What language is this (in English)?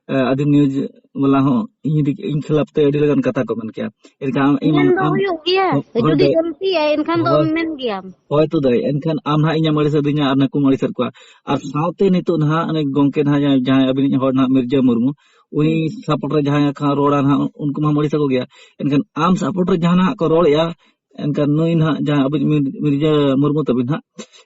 Santali